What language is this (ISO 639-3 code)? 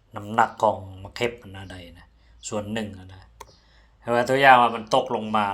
lao